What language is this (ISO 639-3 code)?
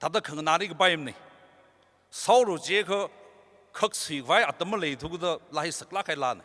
nmf